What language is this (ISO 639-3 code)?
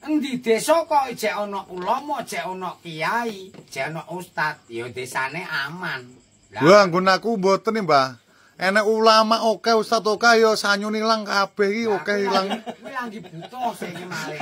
jav